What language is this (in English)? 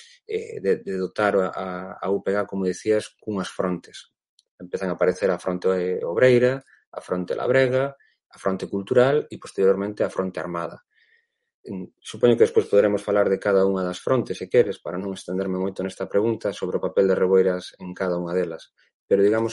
Galician